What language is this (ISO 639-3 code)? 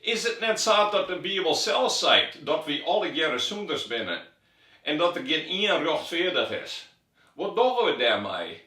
fry